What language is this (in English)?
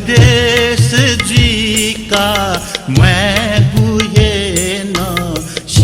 Newari